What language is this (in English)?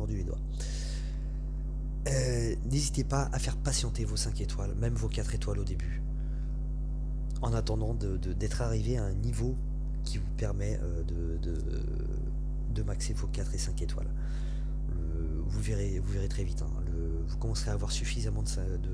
French